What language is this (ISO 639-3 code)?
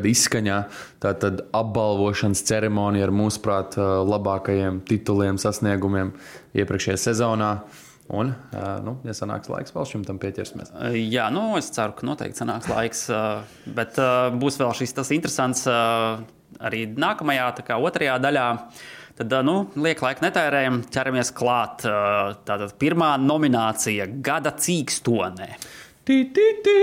lav